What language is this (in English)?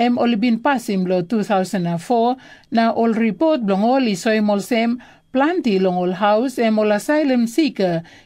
Tok Pisin